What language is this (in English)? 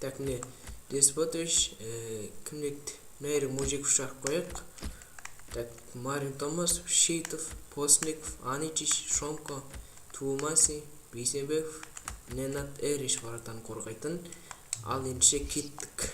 Kazakh